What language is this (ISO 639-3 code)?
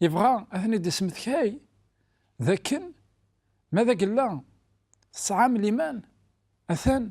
kab